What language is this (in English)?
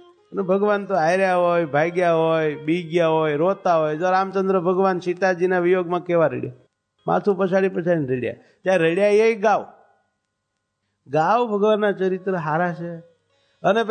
Gujarati